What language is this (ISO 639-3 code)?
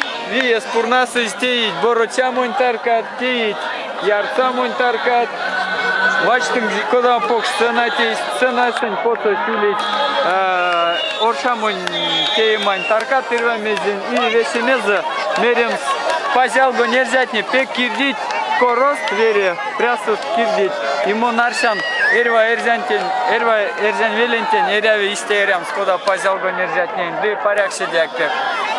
myv